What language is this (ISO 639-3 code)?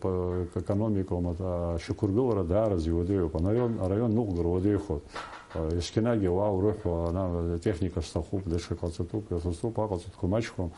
abk